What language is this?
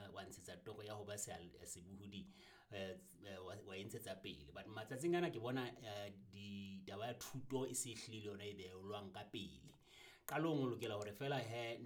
Southern Sotho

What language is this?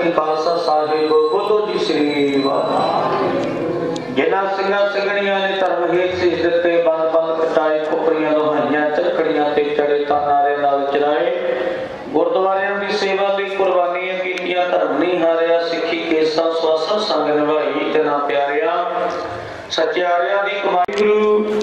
Punjabi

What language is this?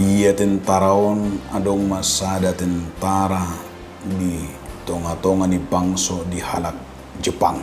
Batak Toba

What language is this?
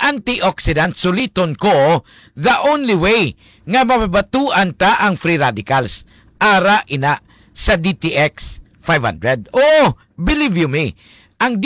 Hiligaynon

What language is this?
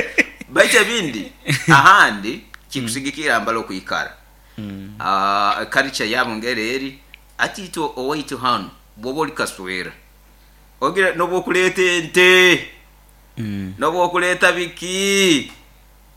Nyoro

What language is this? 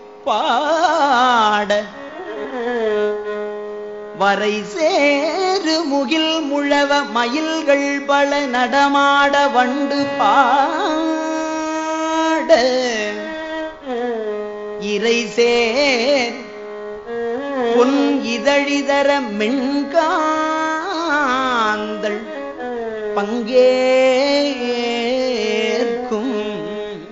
Tamil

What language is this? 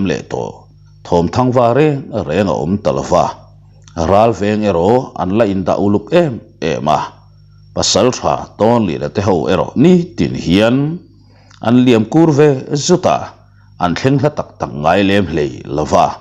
Mizo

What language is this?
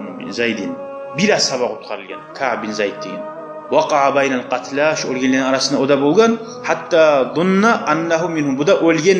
Kumyk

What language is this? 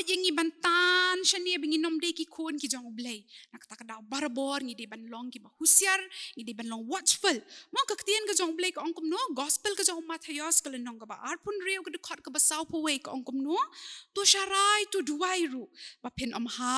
Khasi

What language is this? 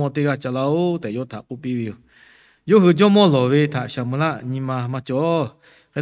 Lahu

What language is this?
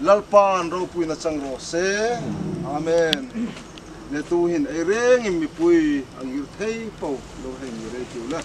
Hmar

